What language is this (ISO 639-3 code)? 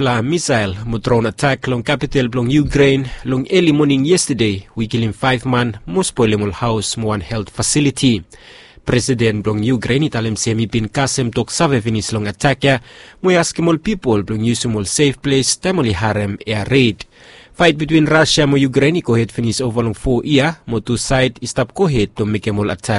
bis